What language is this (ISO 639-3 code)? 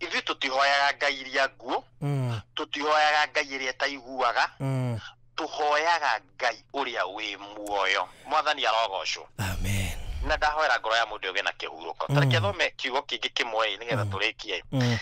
kik